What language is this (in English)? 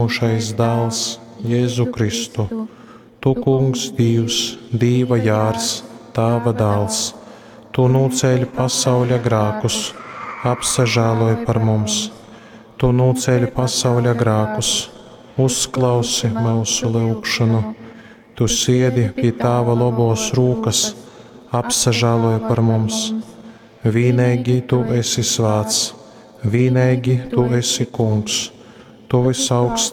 Latgalian